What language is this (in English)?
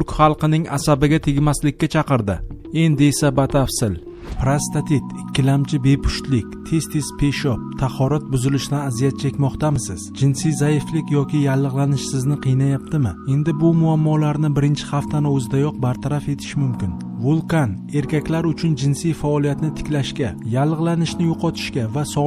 Uzbek